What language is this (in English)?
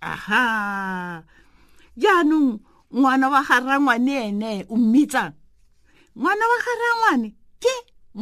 Tswana